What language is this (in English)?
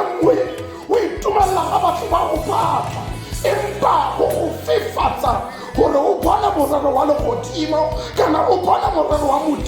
Tswana